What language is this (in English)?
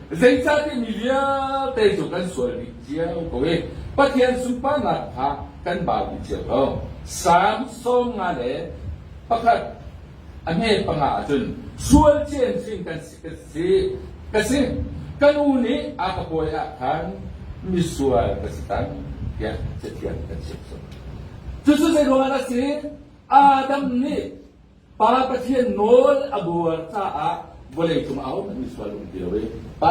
Hakha Chin